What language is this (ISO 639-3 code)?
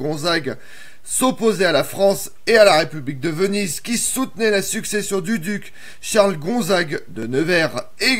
fra